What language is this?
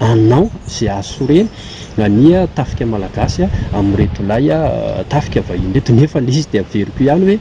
Malagasy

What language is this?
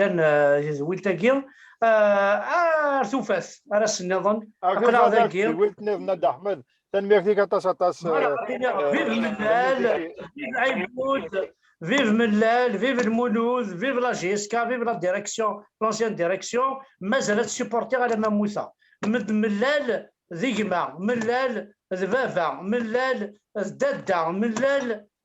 Kabyle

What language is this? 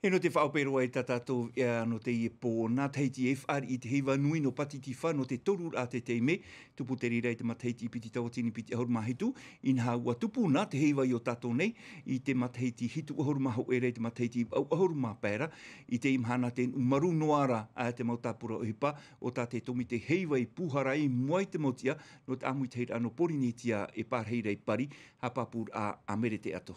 Tahitian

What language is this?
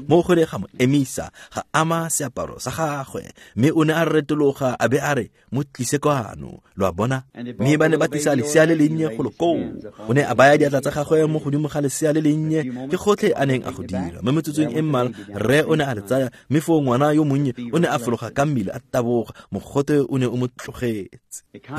Tswana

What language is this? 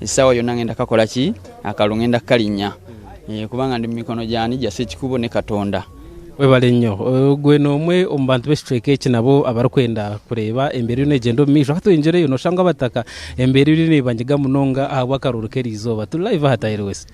Nyankole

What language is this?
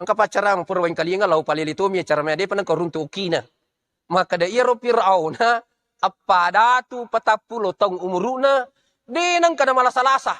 Buginese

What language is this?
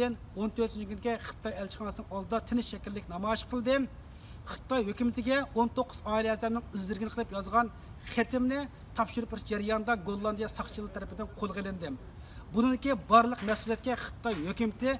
Uyghur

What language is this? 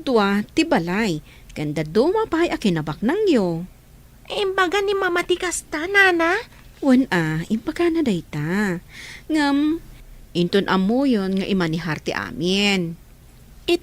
Iloko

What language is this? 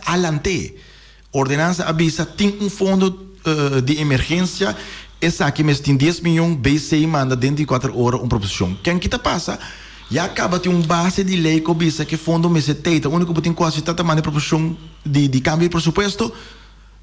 Papiamento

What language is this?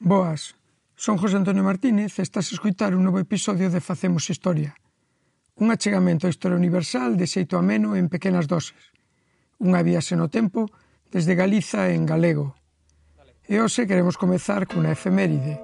Galician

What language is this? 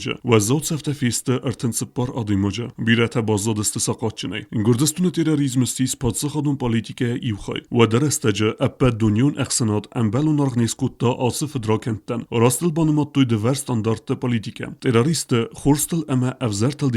Ossetic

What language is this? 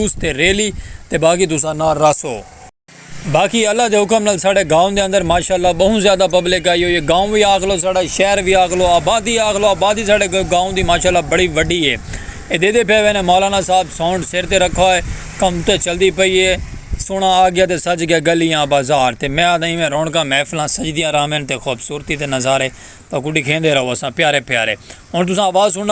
Saraiki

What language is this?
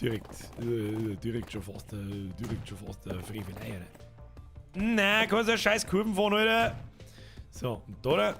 Bavarian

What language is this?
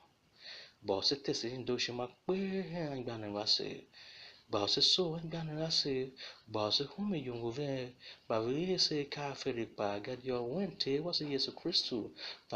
Tiv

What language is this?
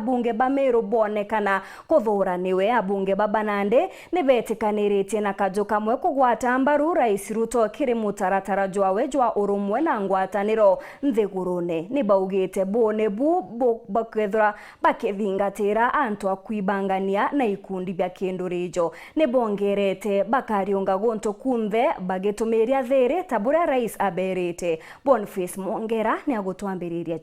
Meru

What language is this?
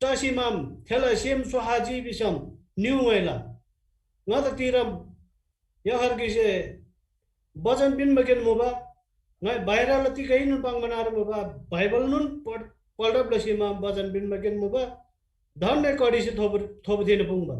Eastern Tamang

